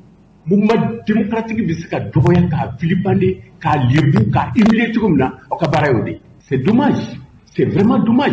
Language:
Bambara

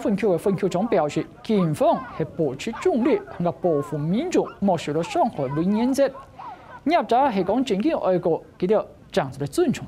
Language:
Hakka Chinese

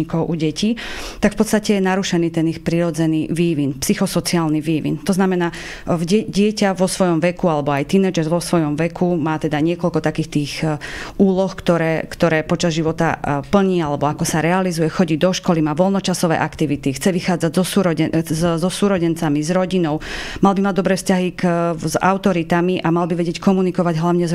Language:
Slovak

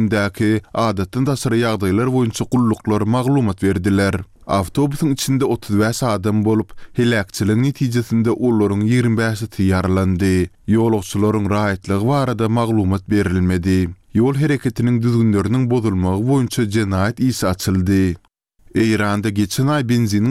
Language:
Turkmen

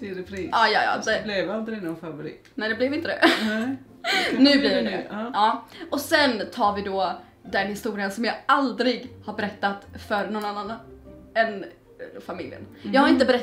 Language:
Swedish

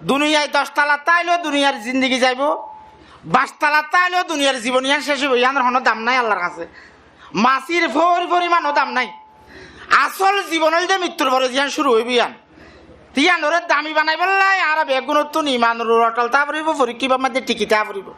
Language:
Rohingya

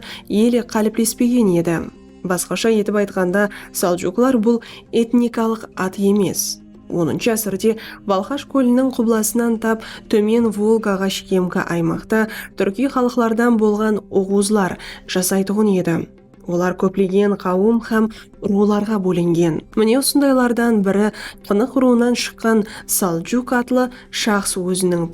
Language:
Kara-Kalpak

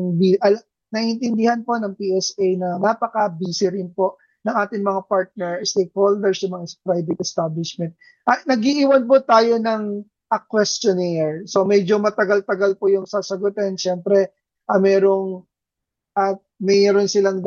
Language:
Filipino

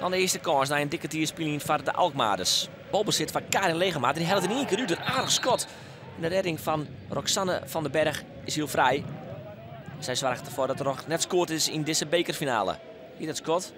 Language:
Western Frisian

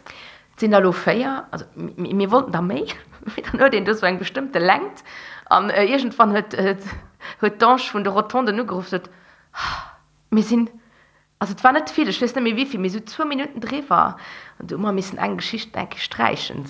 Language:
Luxembourgish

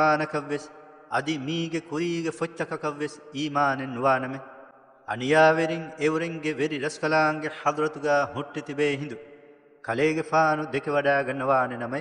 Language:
Divehi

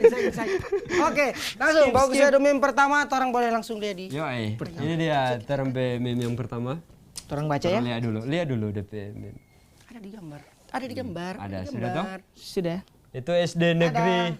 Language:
Manado Malay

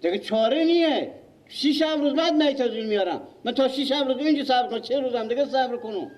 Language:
Persian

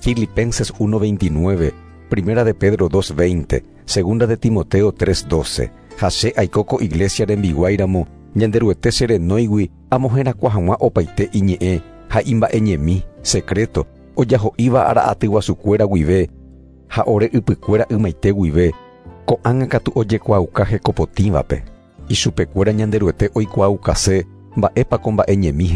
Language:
Guarani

